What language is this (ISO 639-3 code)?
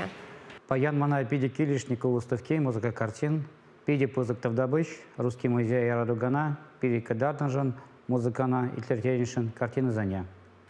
chv